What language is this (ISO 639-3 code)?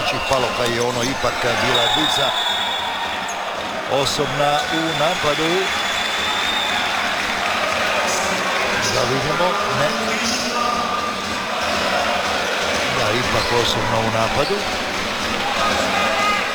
hrv